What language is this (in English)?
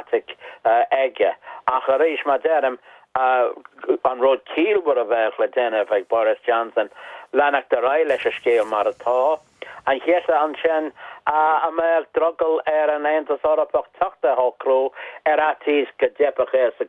Irish